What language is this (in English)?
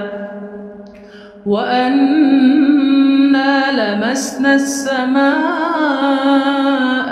Arabic